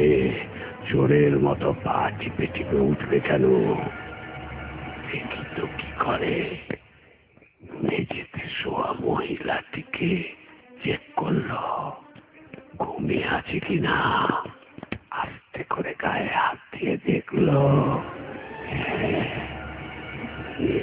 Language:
Bangla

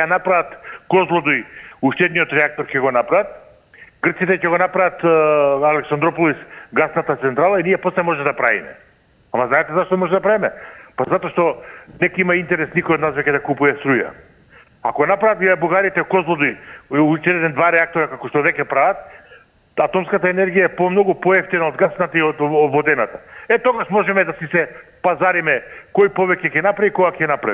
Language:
Macedonian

